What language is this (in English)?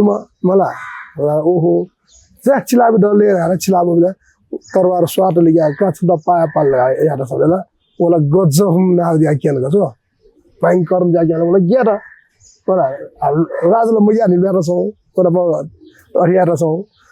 Newari